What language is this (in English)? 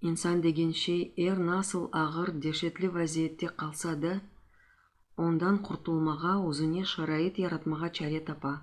Crimean Tatar